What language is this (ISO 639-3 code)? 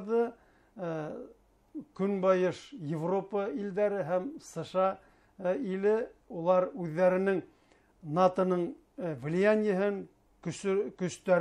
bak